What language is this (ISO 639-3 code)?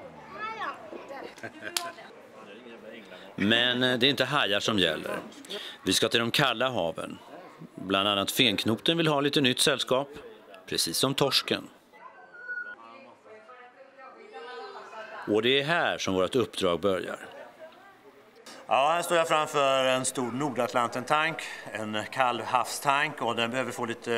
swe